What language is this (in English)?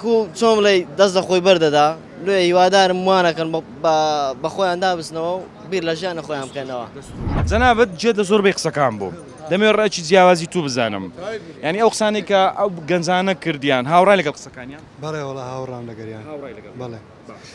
Central Kurdish